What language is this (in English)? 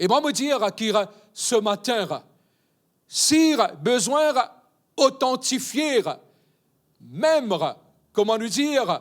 Morisyen